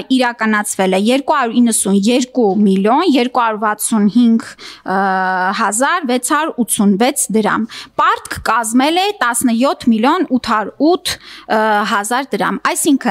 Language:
Armenian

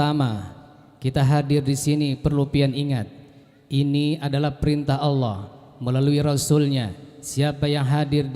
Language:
Banjar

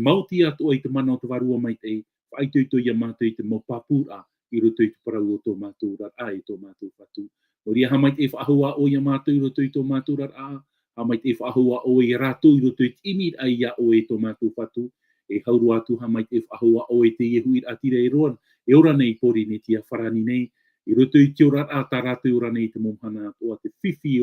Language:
Tahitian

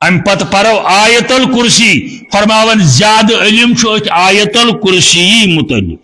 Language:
Kashmiri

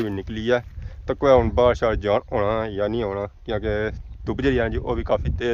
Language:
Pahari-Potwari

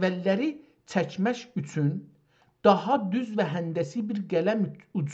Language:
South Azerbaijani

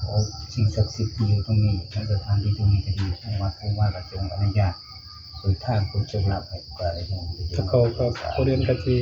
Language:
Northeastern Thai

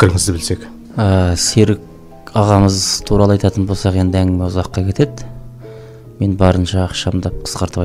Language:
Kazakh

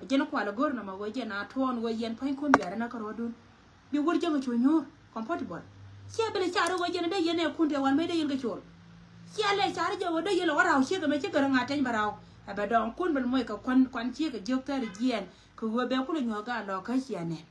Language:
Nuer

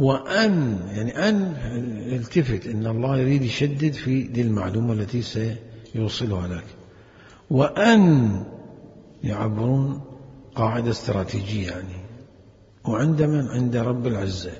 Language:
Mesopotamian Arabic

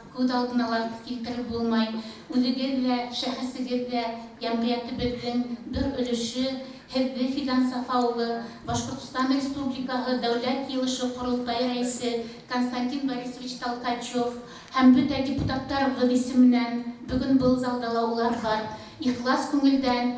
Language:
Bashkir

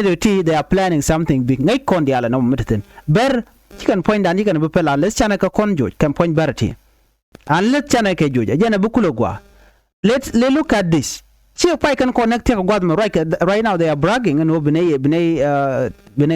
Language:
Nuer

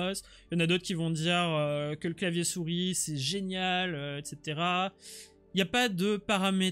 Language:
French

